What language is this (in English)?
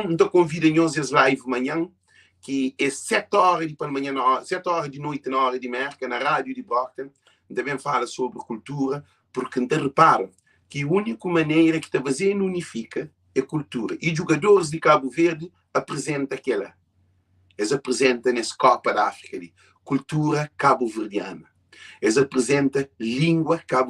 Kabuverdianu